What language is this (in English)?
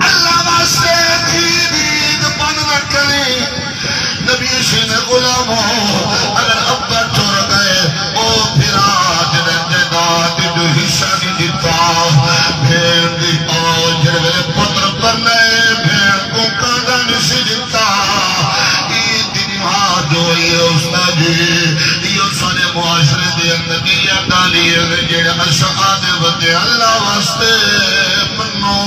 Saraiki